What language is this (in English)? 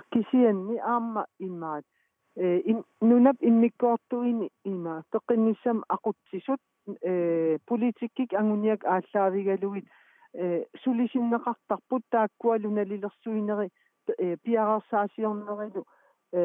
Kalaallisut